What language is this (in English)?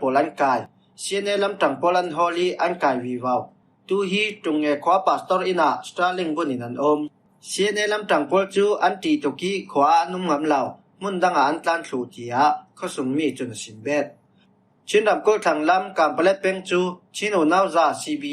Falam Chin